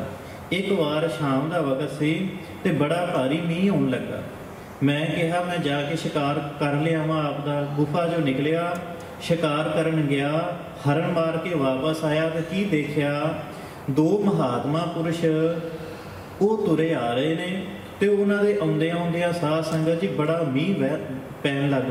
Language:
Punjabi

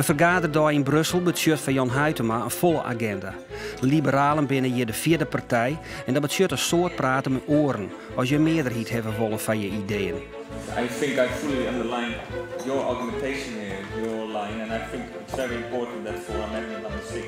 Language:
Western Frisian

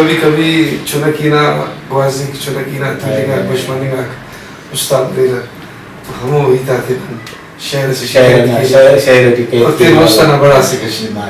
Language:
Brahui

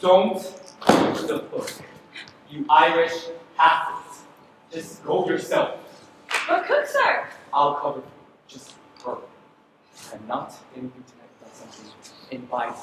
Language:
Hawaiian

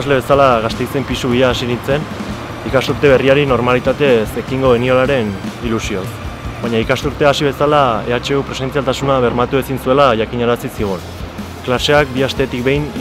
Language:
Basque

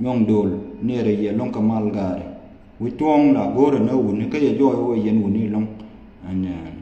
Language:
Nuer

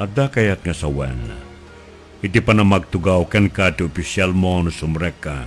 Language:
Iloko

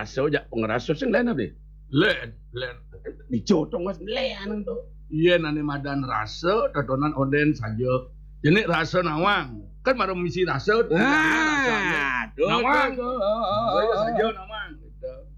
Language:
Balinese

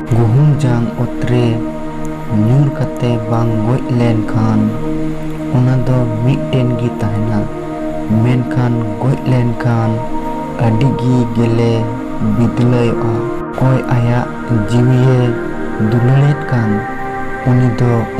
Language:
Santali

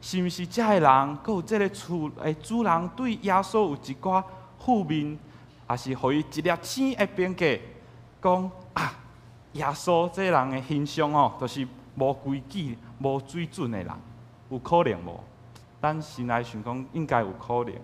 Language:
Min Nan Chinese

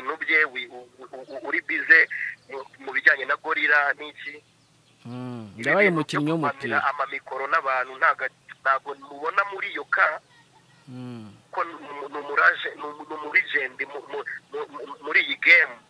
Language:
Kinyarwanda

